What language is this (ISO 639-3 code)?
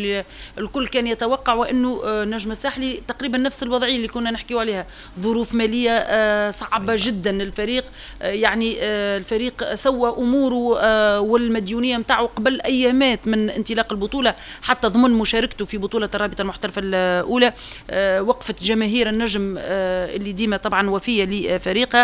aeb